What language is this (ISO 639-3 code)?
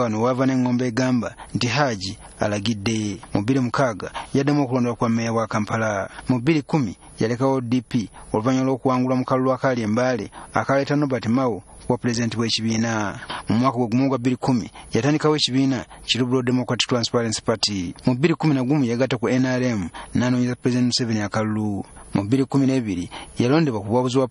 lug